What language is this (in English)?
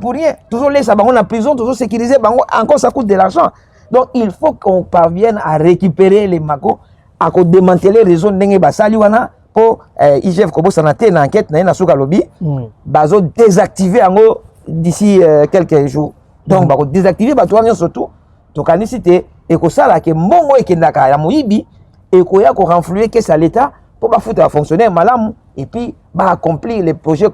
Lingala